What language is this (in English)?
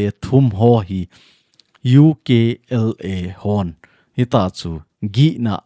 Thado Chin